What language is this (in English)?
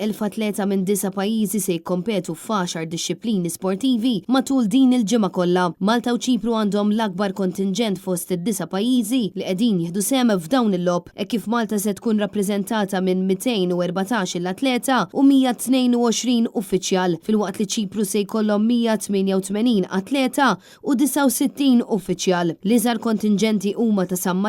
Maltese